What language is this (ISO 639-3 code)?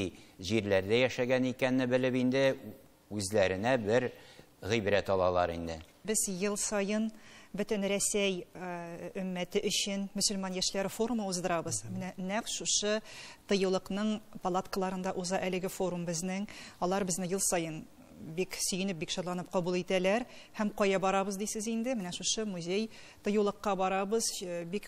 tat